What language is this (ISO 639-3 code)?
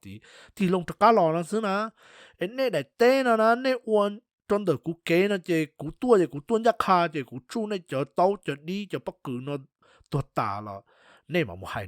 hmn